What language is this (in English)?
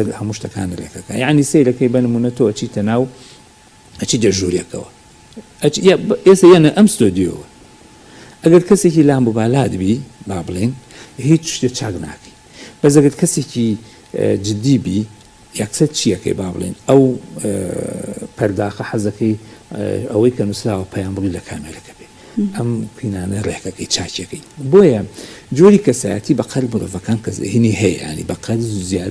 Central Kurdish